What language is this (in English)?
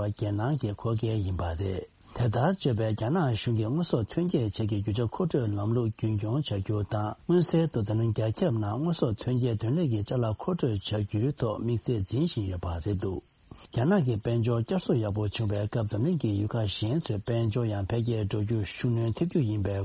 Tibetan